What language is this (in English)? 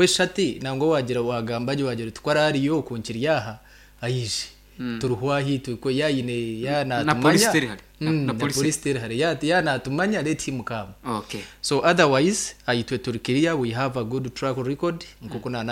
Nyankole